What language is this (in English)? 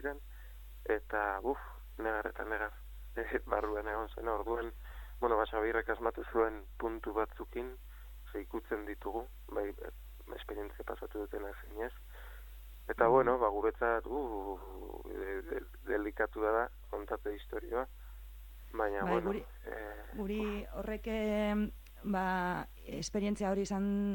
Basque